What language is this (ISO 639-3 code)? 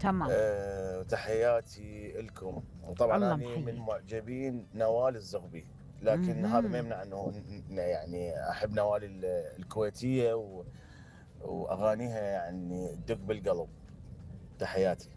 acm